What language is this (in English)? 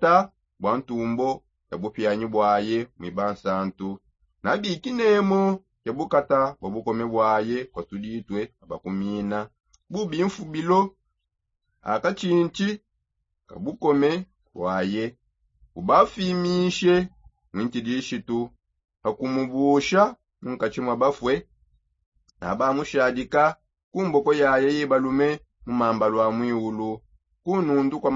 Songe